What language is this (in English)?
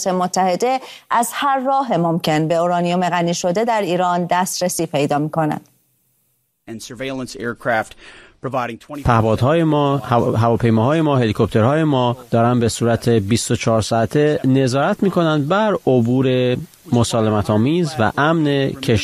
Persian